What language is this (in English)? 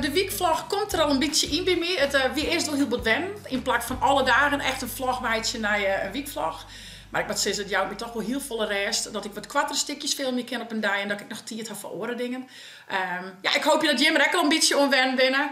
Western Frisian